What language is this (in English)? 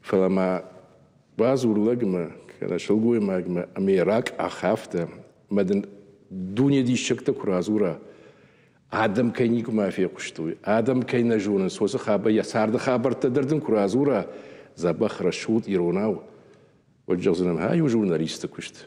Ossetic